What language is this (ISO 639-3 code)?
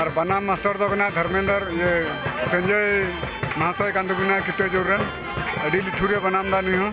sat